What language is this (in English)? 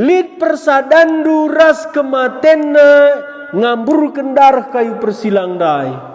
Batak Karo